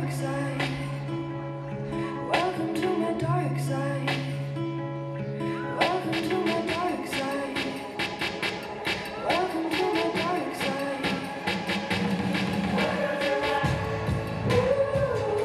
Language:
Bulgarian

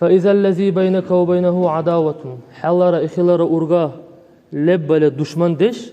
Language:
Dargwa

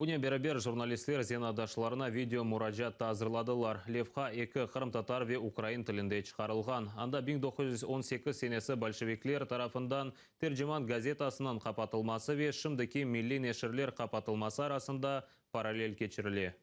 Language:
Crimean Tatar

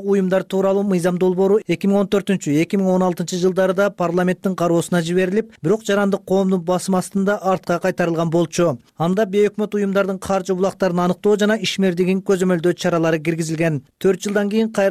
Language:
Kyrgyz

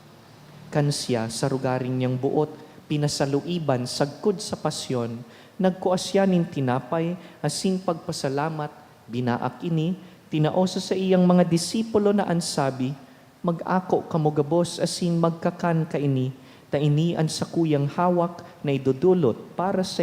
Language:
Bikol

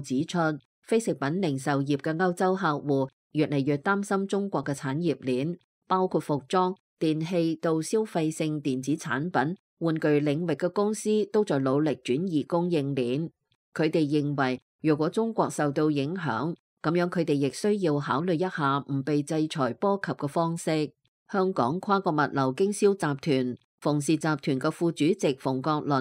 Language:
Cantonese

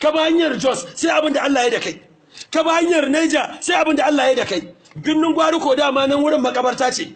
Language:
Hausa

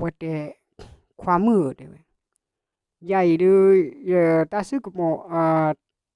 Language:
S'gaw Karen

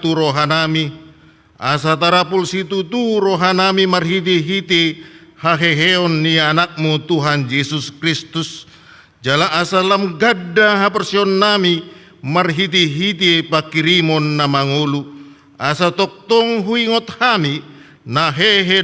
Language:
Batak Toba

